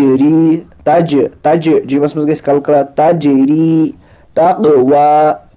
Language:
Kashmiri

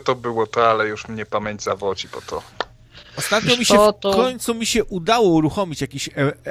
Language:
Polish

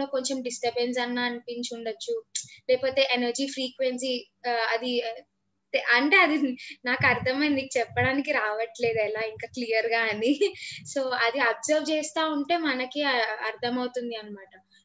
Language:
Telugu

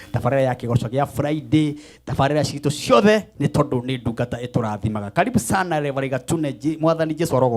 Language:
Kikuyu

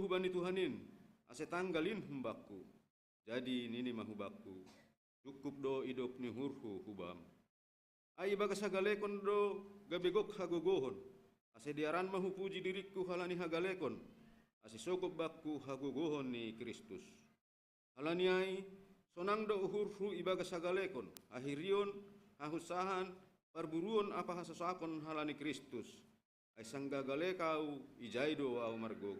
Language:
Batak Simalungun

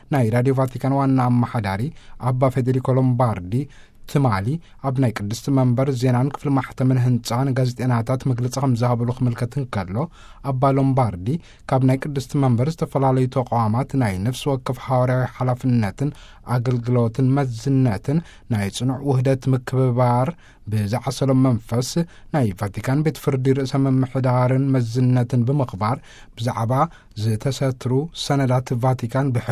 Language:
Tigrinya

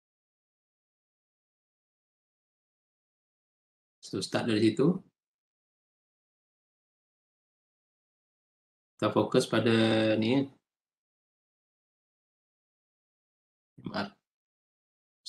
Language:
Malay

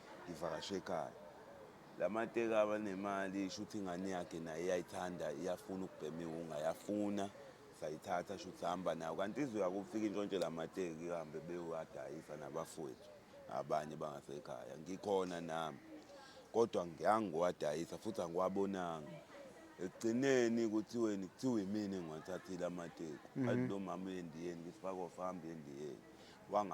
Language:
Zulu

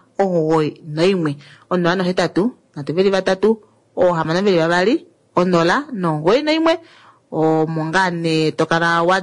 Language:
Kuanyama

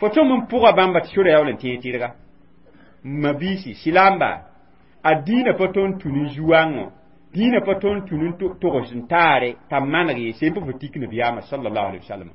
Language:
Mossi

